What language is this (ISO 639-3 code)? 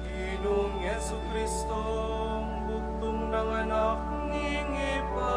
pam